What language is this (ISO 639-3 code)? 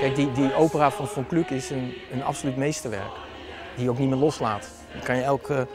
fry